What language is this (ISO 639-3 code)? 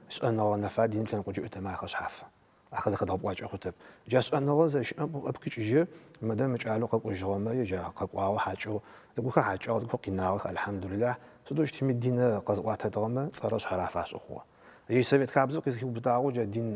ady